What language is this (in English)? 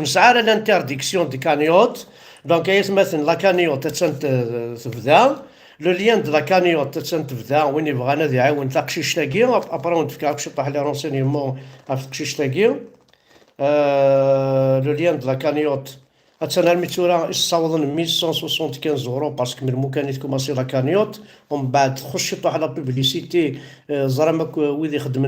Kabyle